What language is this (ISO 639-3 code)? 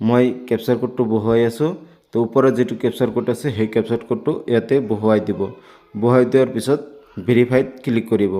asm